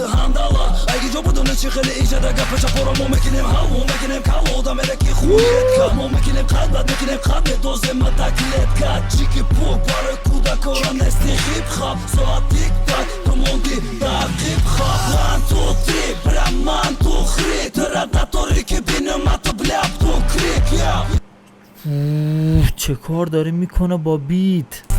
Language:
Tajik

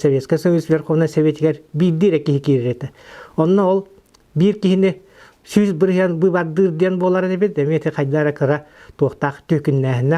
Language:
Yakut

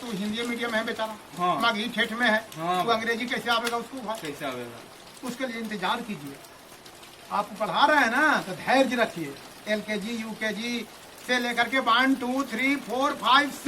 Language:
Magahi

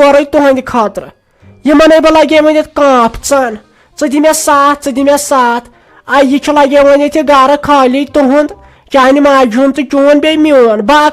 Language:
Kashmiri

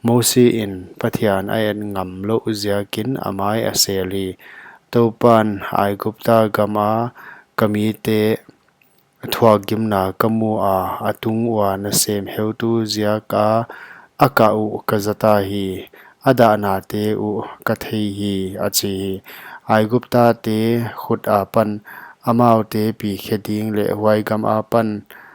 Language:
Paite Chin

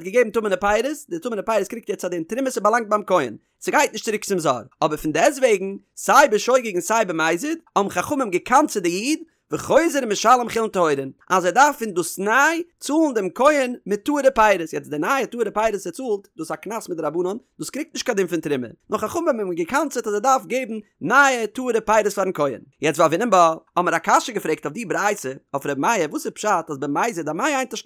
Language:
Yiddish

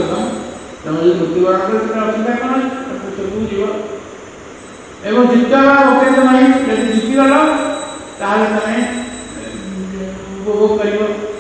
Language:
Odia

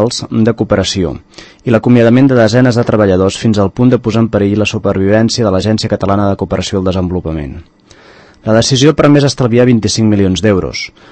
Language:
Catalan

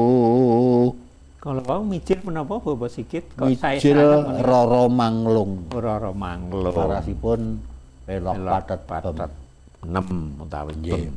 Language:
Javanese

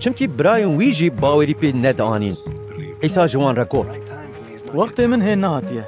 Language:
Kurdish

